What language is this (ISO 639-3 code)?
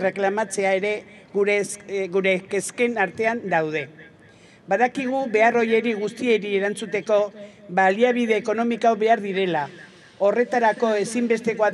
eus